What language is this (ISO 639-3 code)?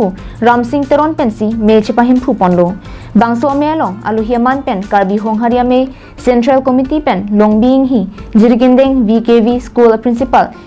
mjw